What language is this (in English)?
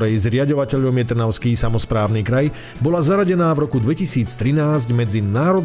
Slovak